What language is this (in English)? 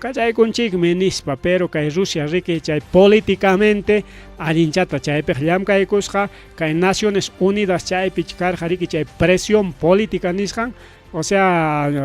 Ayacucho Quechua